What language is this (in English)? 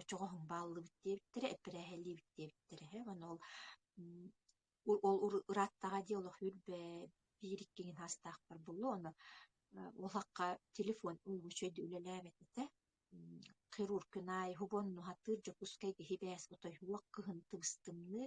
Yakut